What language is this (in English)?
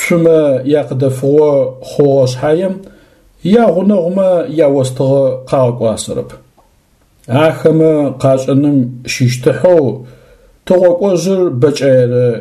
Adyghe